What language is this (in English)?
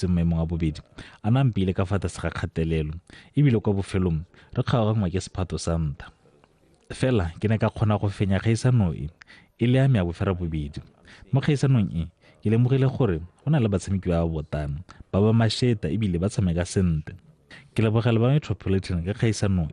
Tswana